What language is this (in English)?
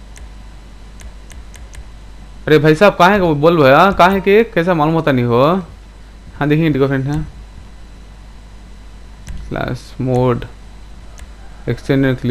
Hindi